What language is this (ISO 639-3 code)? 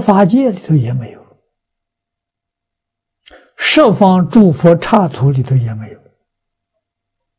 zho